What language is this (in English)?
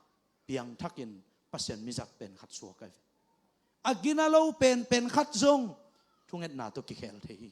Tedim Chin